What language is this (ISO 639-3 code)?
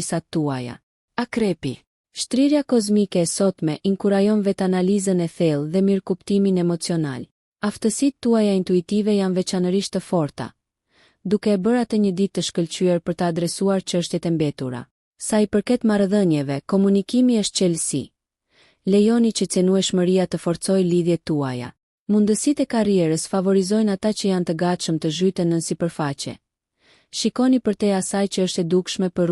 sqi